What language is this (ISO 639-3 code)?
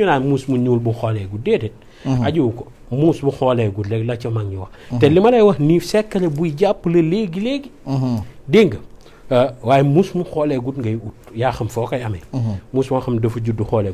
wol